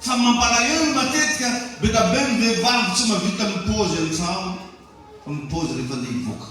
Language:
Malagasy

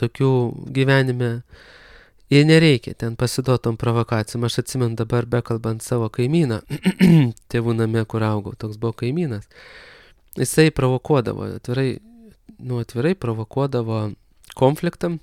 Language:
Lithuanian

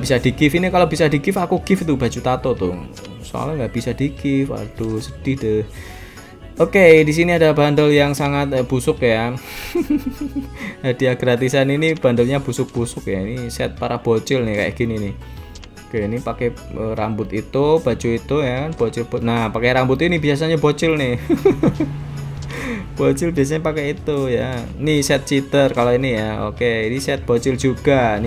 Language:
Indonesian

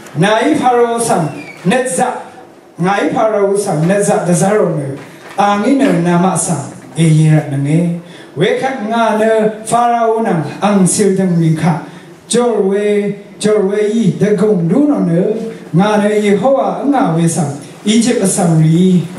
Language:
Rawang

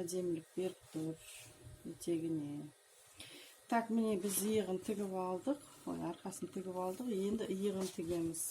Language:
Kazakh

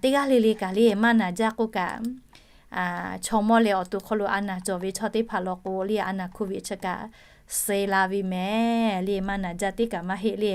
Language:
Lahu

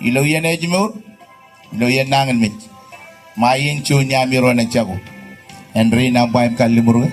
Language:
Marshallese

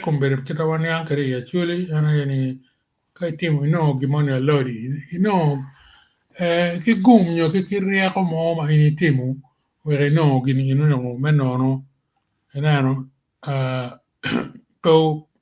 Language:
Acoli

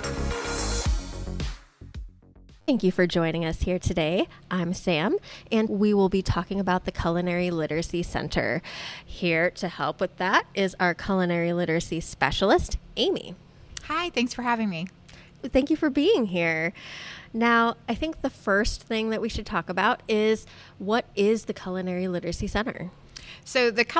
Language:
English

